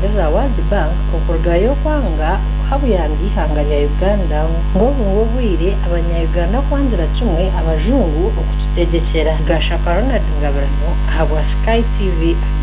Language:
Nyankole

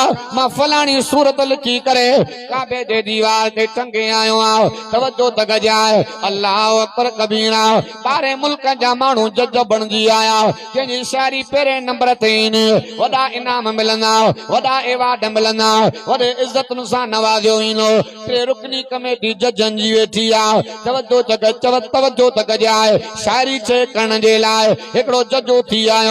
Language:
Sindhi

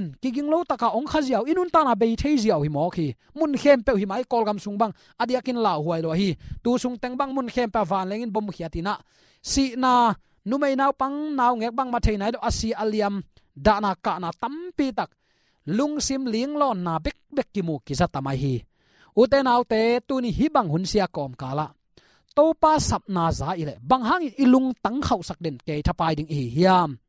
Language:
Tedim Chin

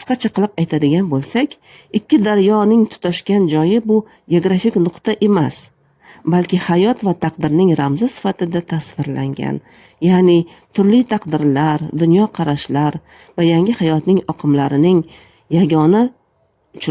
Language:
Uzbek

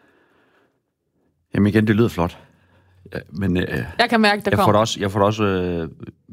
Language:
Danish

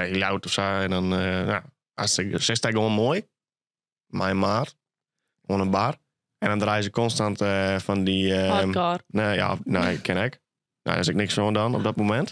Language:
Western Frisian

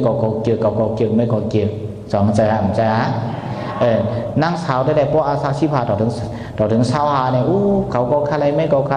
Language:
Shan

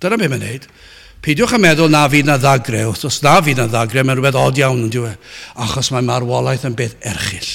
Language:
Welsh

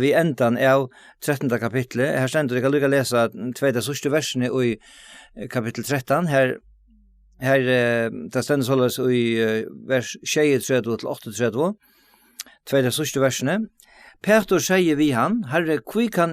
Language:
Faroese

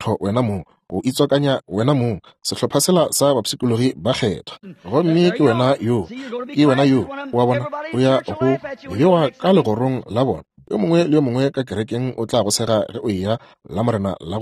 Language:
Northern Sotho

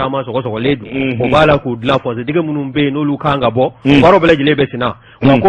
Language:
Bambara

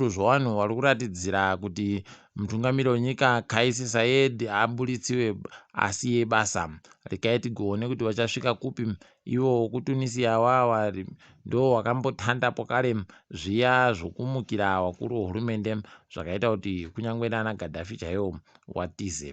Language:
Ndau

